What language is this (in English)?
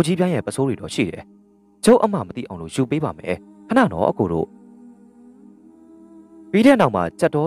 Burmese